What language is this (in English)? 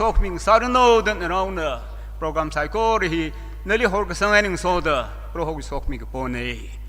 Tangkhul Naga (India)